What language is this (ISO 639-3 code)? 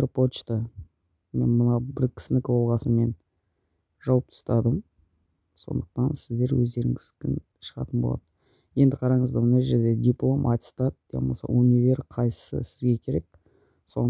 kaz